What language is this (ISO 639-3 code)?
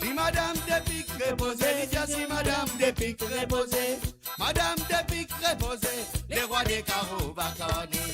mfe